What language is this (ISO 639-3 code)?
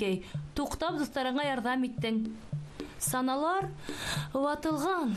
bak